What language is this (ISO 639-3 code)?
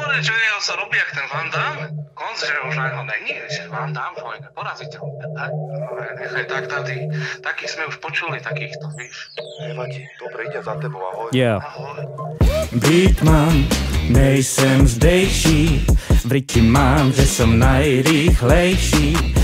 slk